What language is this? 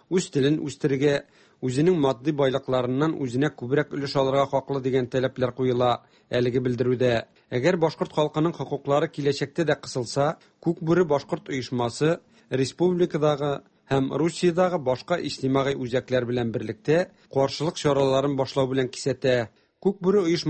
Tatar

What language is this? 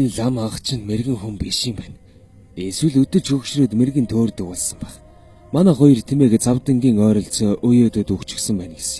Mongolian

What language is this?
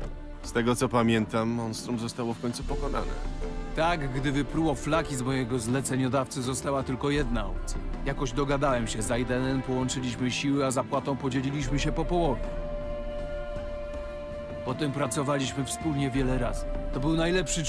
Polish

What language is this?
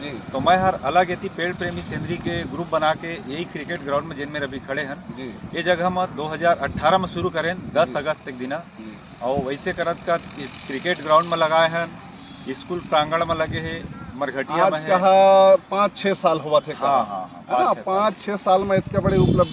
Chhattisgarhi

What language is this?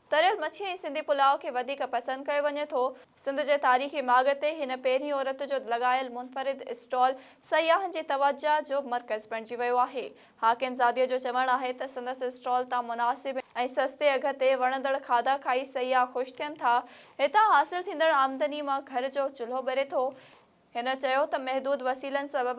Sindhi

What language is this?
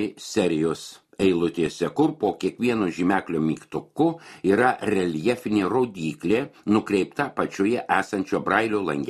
Lithuanian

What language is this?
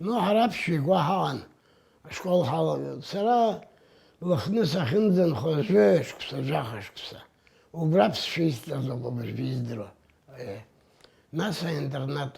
Abkhazian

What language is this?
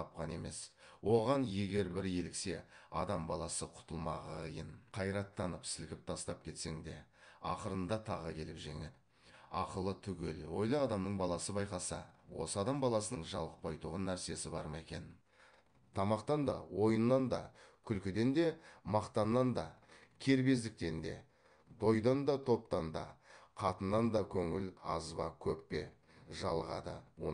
Kazakh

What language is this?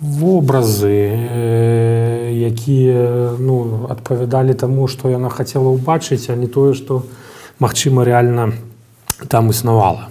Belarusian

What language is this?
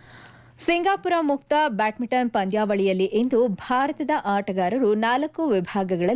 Kannada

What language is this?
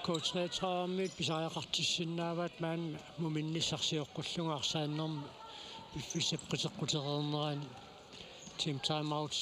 Kalaallisut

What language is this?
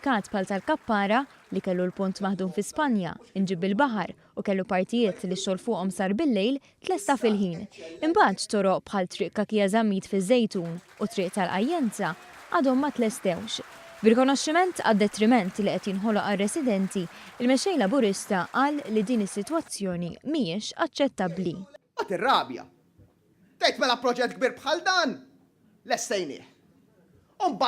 Maltese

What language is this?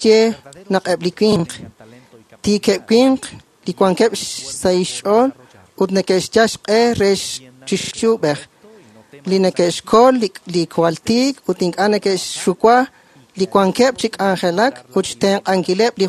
Kekchí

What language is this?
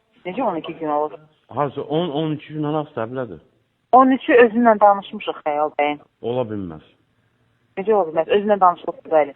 Azerbaijani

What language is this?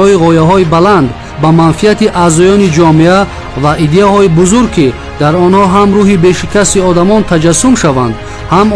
Tajik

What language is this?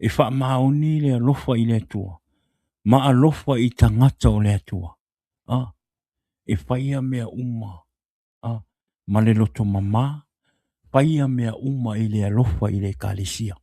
Samoan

